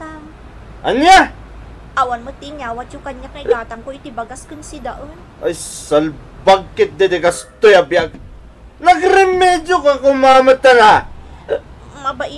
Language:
Iloko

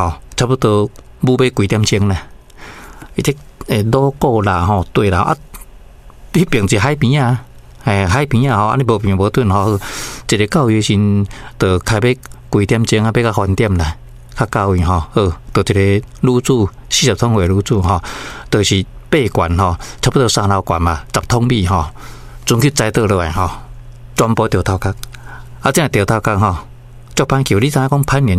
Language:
Min Nan Chinese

